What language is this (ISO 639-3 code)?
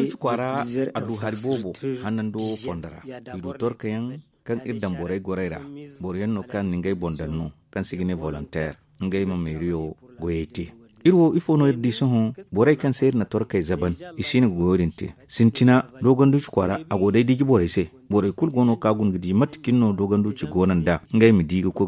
dje